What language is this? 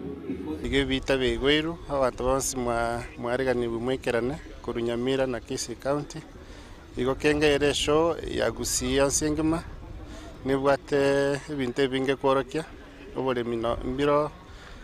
Gusii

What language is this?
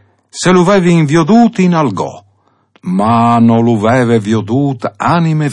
Friulian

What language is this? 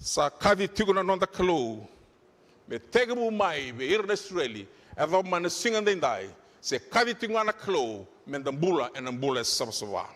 Fijian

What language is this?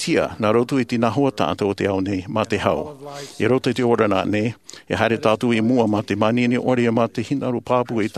Tahitian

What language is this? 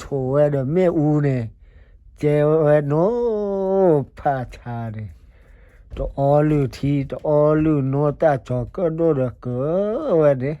S'gaw Karen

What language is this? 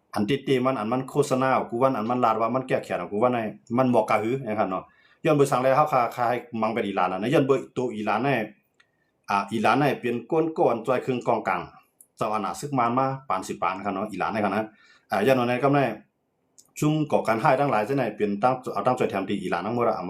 Shan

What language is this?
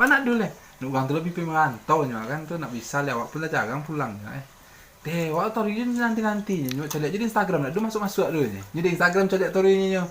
Minangkabau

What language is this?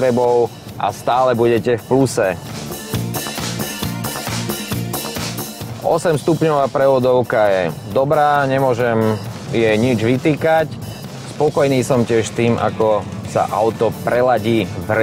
Slovak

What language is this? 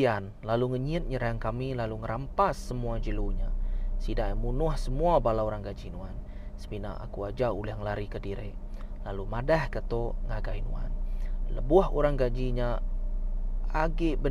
Iban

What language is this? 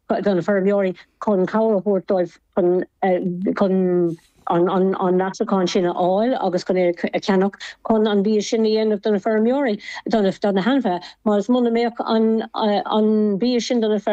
Irish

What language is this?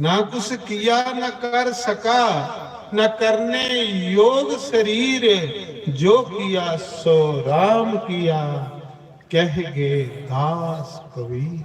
Dogri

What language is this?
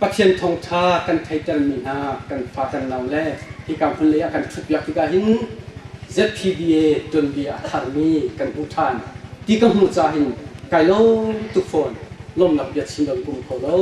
Hakha Chin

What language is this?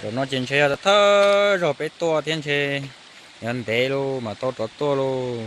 Hmong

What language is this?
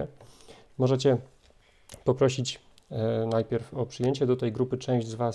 Polish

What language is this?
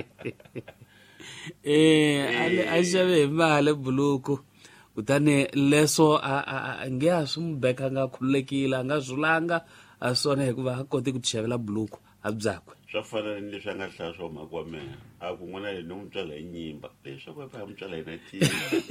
Tsonga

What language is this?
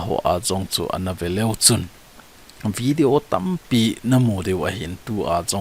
Thado Chin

